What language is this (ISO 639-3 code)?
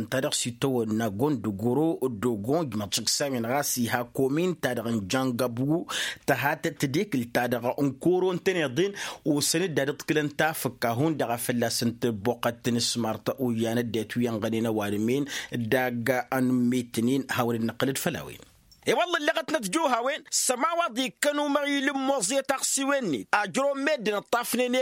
taq